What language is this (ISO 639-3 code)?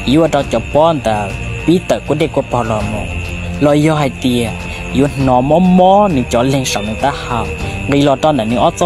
hmn